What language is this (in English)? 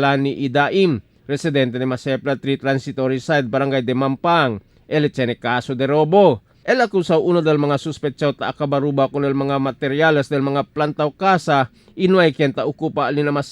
Chavacano